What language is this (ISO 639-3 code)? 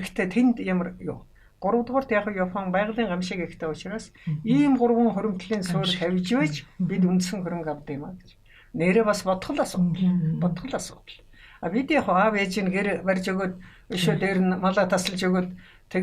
mon